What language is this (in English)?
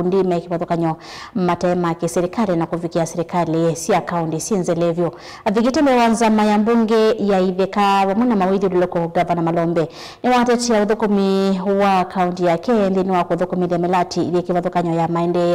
Kamba